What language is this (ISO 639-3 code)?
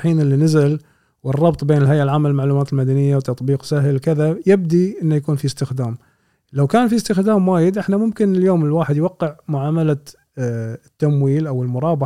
afb